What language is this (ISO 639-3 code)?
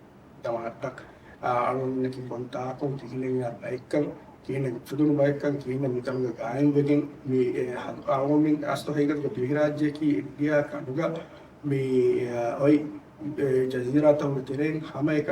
div